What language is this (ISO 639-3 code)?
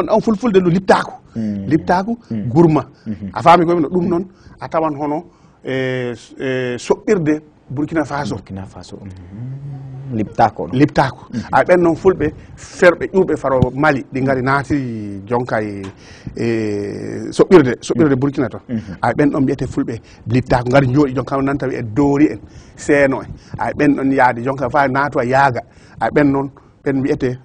ful